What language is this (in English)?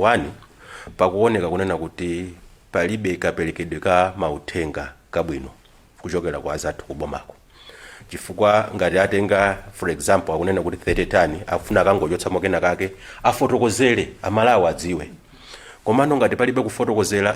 Nyanja